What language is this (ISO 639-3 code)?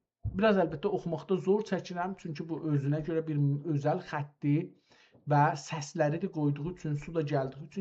azb